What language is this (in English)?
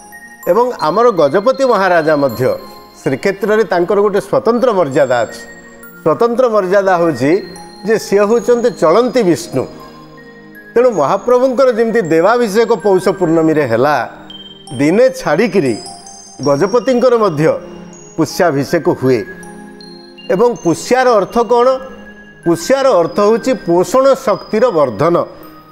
Odia